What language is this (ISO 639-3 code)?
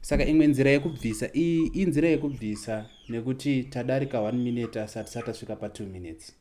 sna